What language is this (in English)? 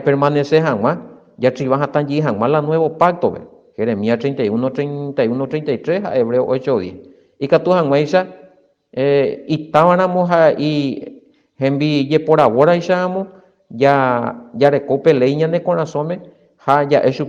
Guarani